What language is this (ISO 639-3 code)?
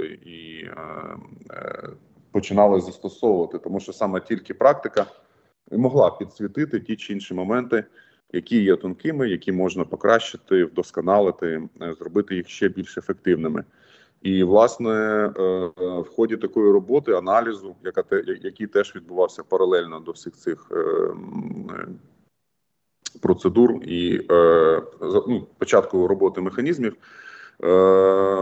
ukr